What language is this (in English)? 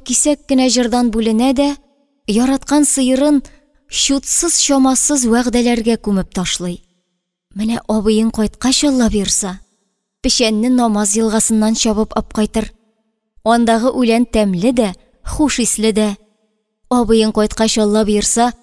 Tatar